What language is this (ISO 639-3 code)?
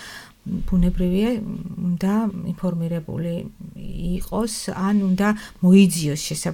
kat